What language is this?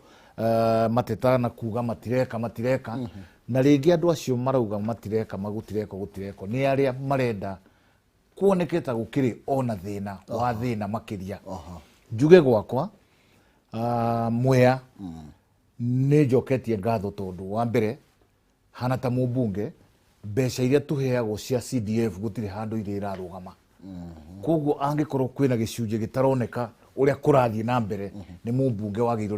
Kikuyu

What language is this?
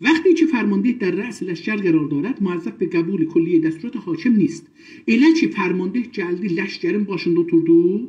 South Azerbaijani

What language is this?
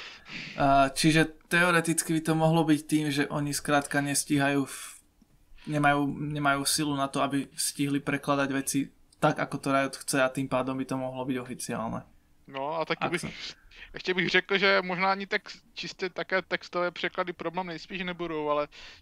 Slovak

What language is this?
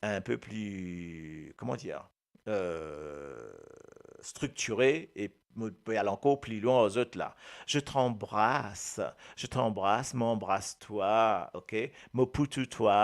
Morisyen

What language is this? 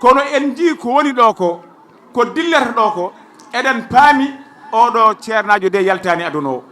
Fula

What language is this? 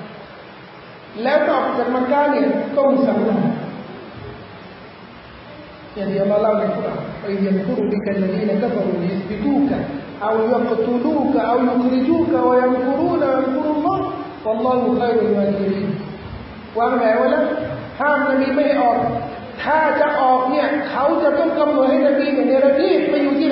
Thai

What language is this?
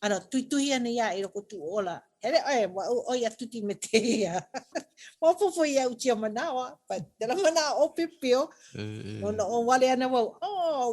Hawaiian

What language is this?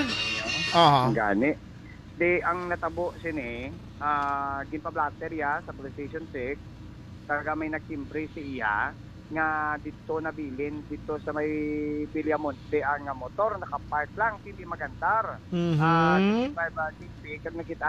Hiligaynon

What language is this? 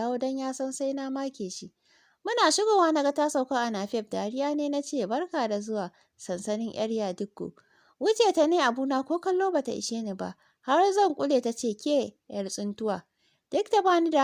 Hausa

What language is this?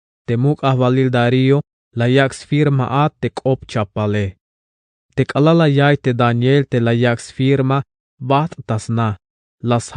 Tzeltal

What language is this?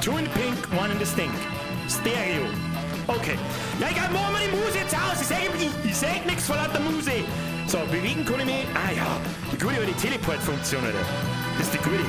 Bavarian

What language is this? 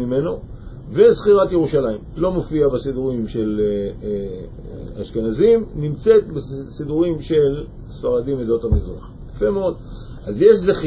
Hebrew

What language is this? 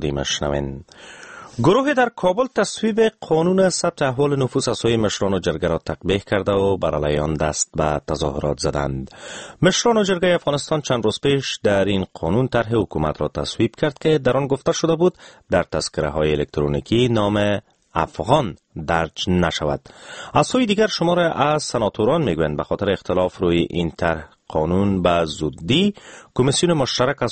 Persian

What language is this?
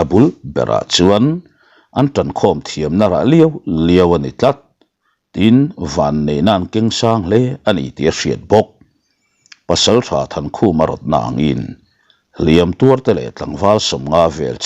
Mizo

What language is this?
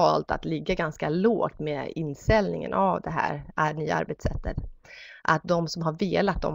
Swedish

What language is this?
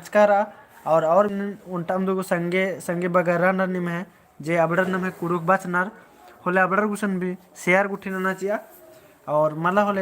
Kurukh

